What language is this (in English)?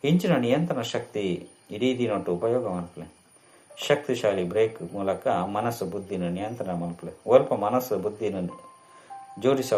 Tulu